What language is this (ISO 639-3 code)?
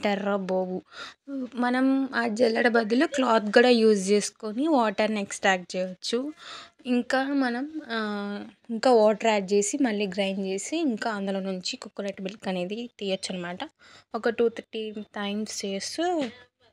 tel